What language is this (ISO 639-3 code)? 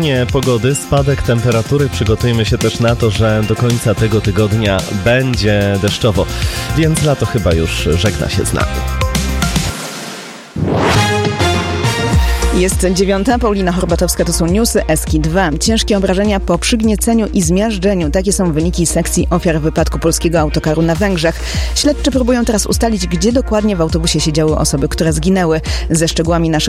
pol